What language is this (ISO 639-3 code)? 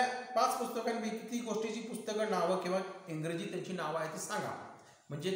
mar